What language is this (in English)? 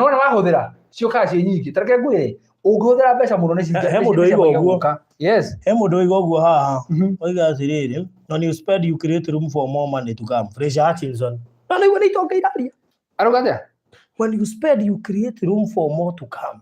Kikuyu